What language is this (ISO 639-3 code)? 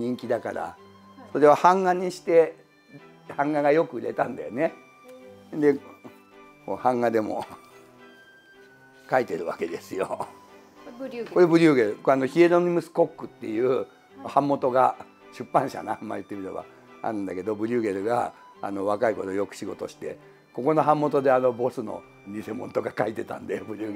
jpn